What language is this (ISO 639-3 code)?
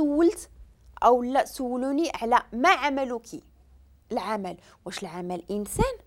ary